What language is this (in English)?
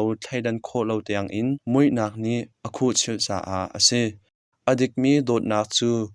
Hakha Chin